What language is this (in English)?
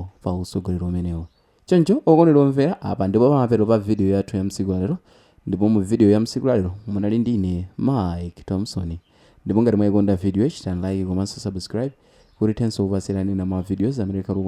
Nyanja